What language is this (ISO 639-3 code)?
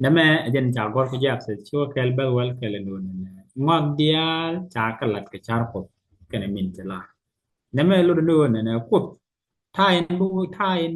nus